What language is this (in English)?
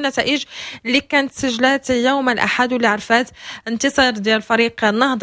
Moroccan Arabic